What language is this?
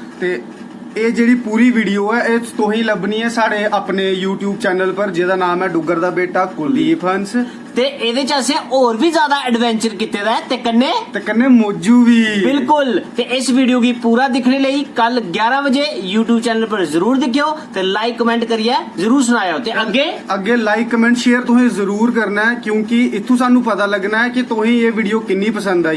Dogri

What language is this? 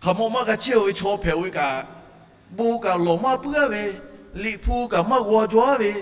Lahu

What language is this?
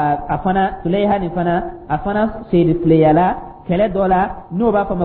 Dyula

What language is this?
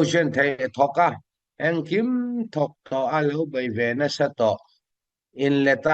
Falam Chin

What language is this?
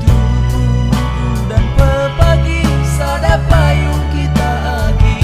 Batak Karo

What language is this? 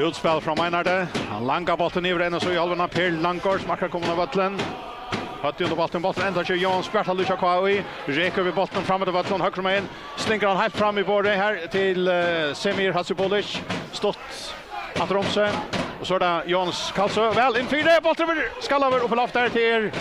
Faroese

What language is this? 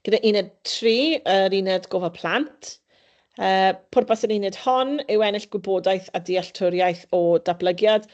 Welsh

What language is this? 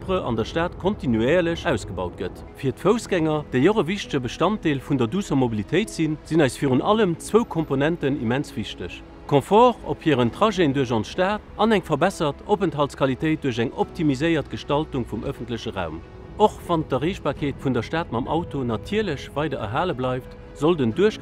Luxembourgish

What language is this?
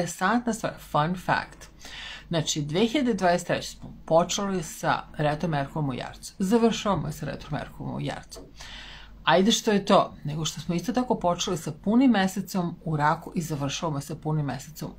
Serbian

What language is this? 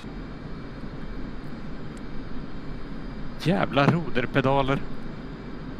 Swedish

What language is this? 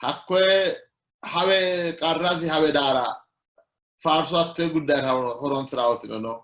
Sidamo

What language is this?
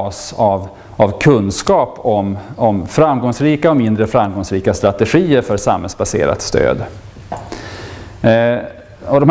Swedish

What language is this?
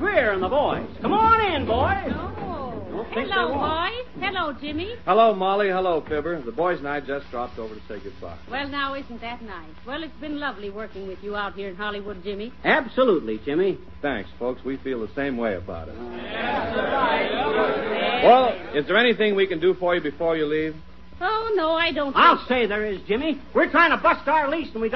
English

